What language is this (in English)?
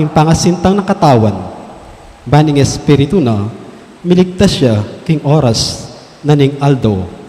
Pampanga